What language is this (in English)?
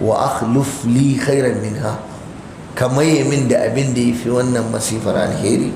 Hausa